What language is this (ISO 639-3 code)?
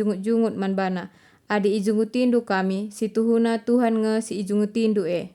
btx